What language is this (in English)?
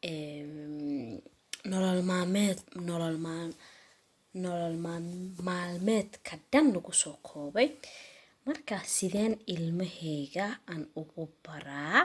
Somali